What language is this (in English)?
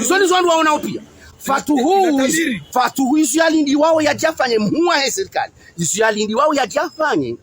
Ngazidja Comorian